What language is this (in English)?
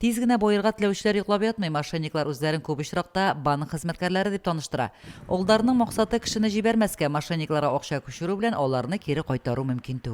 Tatar